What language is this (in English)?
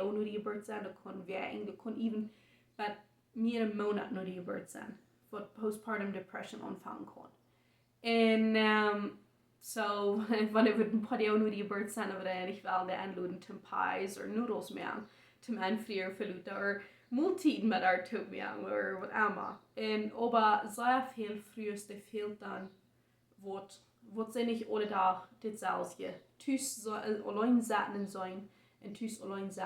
Plautdietsch